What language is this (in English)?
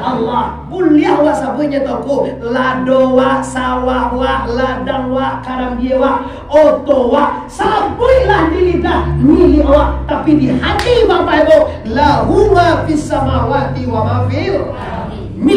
Minangkabau